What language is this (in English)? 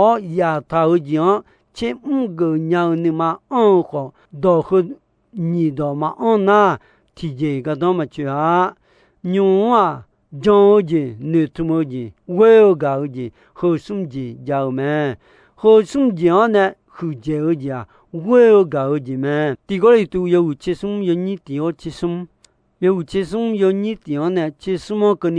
Akha